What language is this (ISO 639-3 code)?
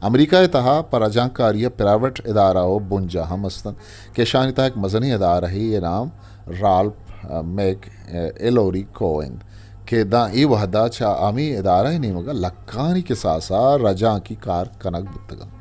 bgp